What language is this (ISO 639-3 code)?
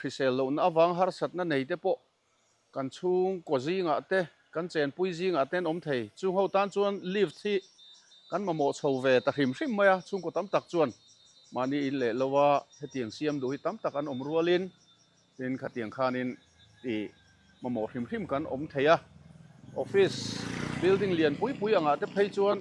lus